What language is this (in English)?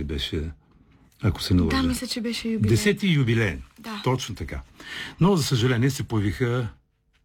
Bulgarian